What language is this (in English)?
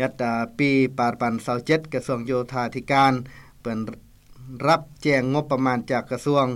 Lao